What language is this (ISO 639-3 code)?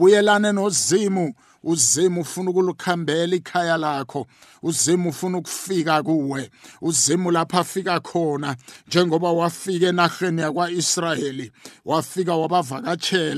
nbl